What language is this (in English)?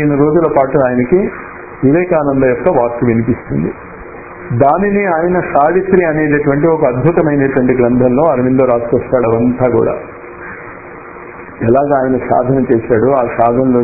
Telugu